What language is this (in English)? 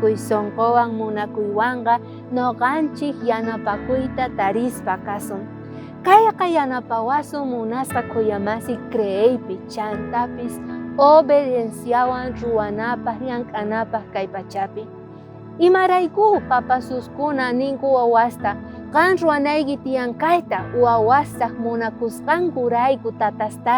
South Bolivian Quechua